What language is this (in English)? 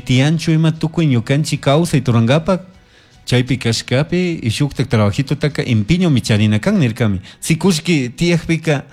Chimborazo Highland Quichua